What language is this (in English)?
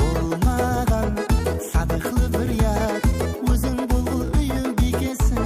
Kara-Kalpak